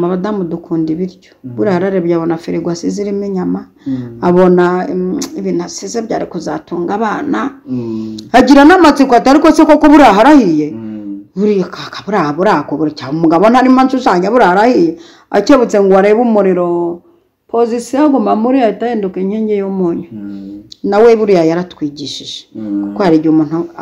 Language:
Kinyarwanda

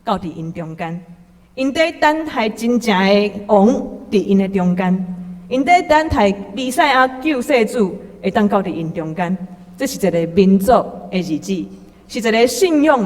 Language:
Min Nan Chinese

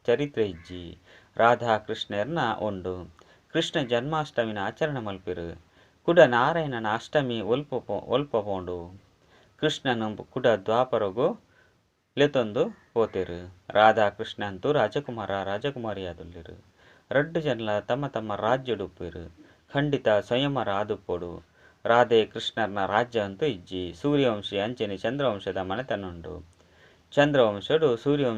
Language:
Tulu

